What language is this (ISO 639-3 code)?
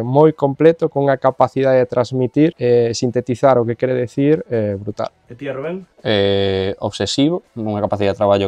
glg